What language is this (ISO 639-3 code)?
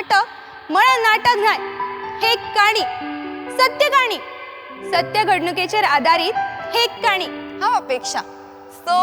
kok